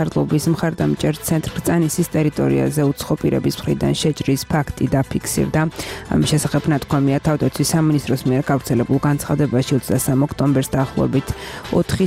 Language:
Georgian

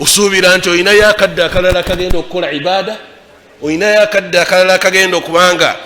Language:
Ganda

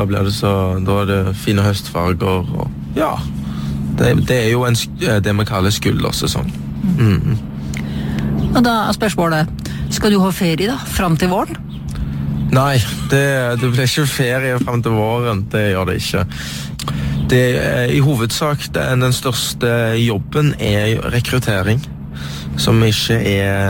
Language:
Norwegian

